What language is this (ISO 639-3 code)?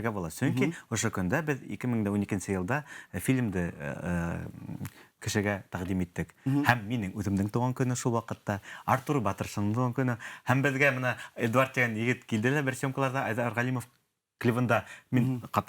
bak